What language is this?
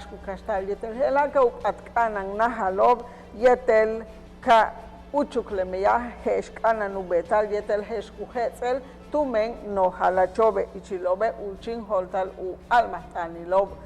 Yucateco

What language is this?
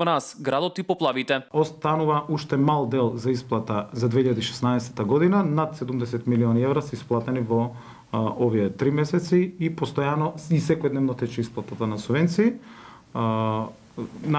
Macedonian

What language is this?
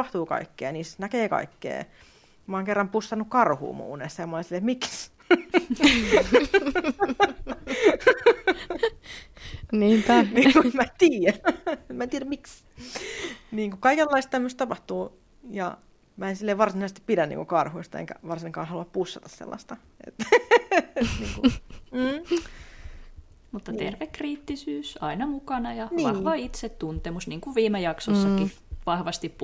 Finnish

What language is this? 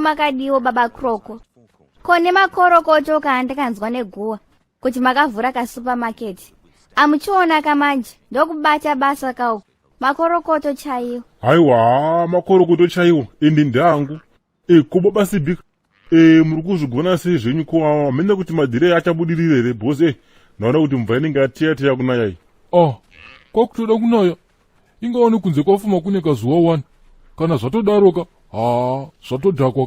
Shona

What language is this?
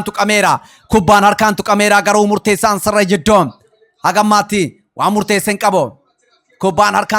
Oromo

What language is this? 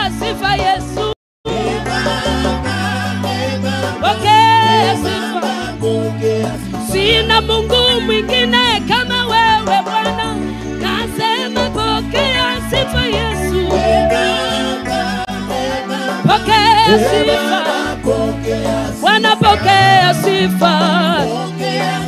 Swahili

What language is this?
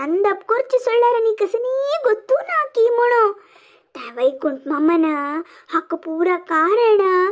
Konkani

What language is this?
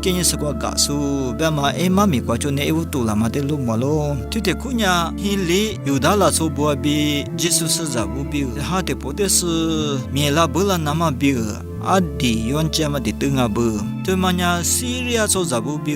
Lisu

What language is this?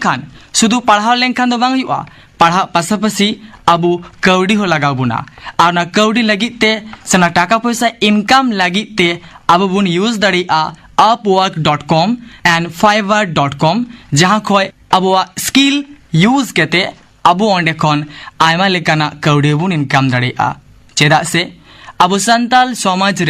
Santali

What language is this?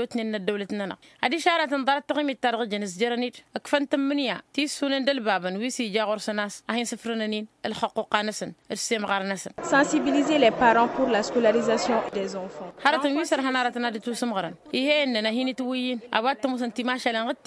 Tamasheq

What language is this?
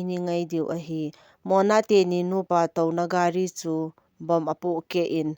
Thado Chin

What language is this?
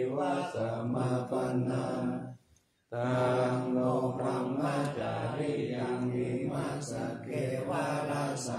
Pali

